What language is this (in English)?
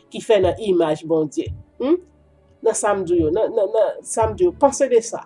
Haitian Creole